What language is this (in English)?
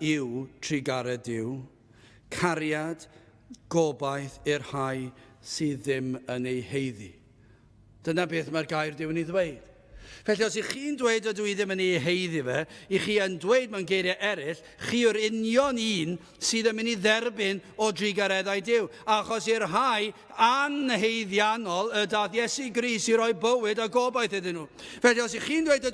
Welsh